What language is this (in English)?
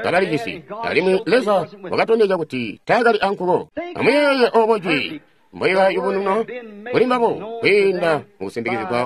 Tonga (Zambia)